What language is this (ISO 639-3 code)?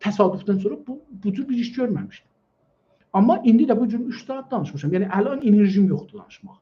azb